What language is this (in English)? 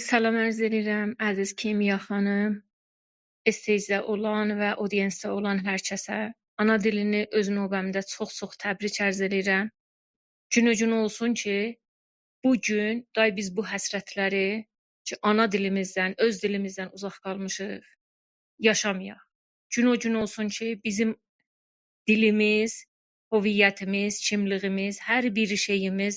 South Azerbaijani